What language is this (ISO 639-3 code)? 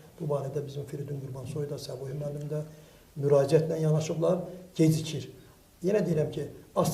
aze